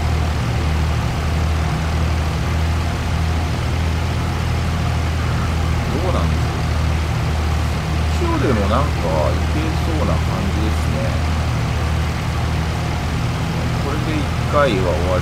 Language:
Japanese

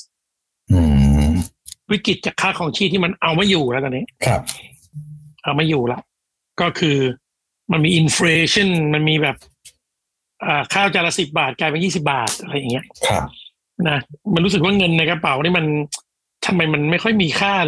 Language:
Thai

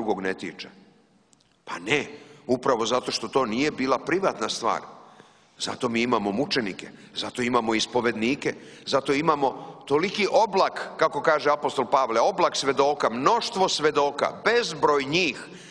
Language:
Serbian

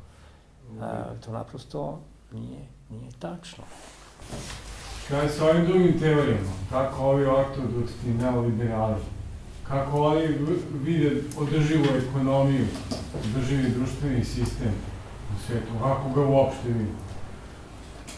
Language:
Serbian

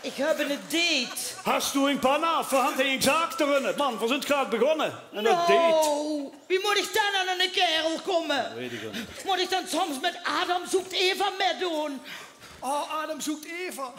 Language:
Limburgish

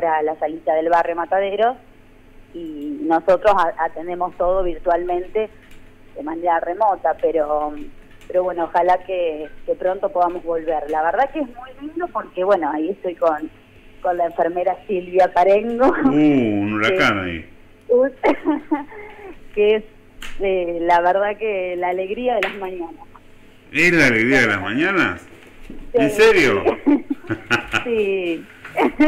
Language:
Spanish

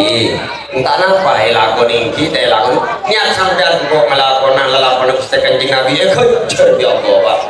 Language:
Madurese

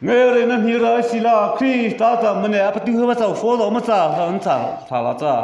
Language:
Mara Chin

